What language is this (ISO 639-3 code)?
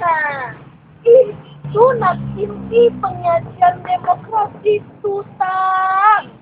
min